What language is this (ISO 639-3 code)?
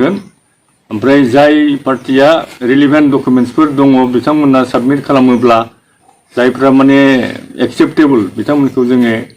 brx